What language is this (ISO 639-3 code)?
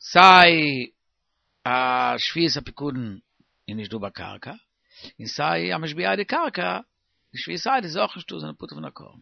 yid